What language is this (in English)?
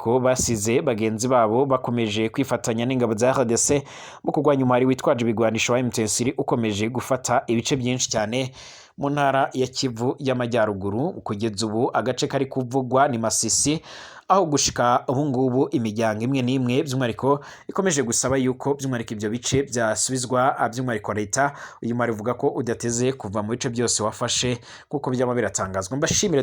Rundi